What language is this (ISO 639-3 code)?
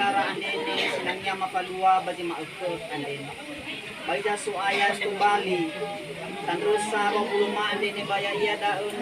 nia